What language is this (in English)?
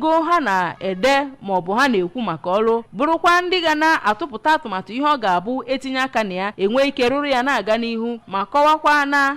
Igbo